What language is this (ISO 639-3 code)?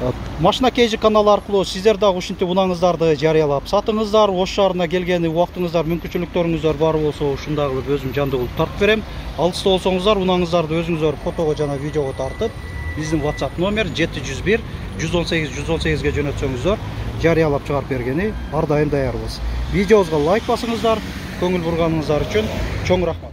kir